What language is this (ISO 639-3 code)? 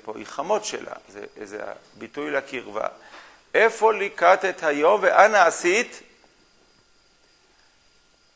heb